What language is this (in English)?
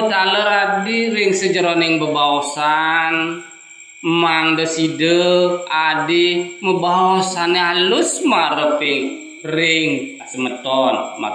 Balinese